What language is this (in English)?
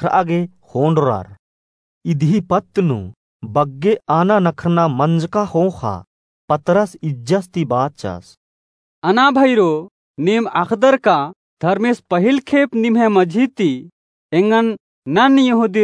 Kurukh